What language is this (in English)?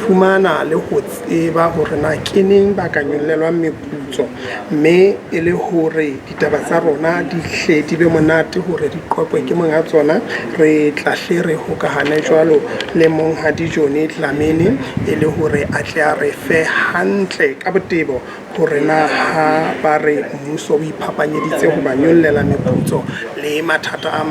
Southern Sotho